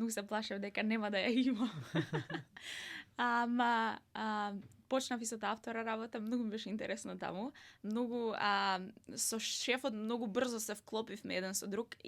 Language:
Macedonian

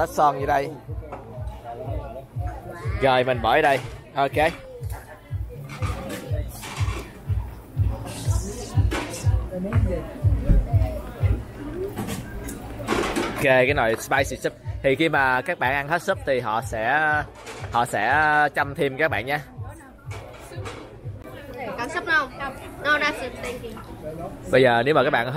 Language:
Vietnamese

